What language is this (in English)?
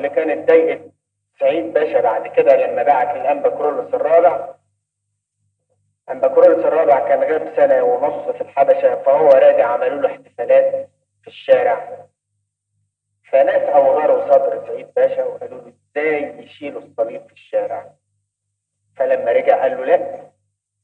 Egyptian Arabic